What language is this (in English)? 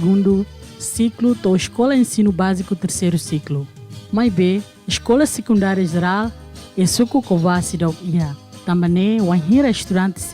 Tetum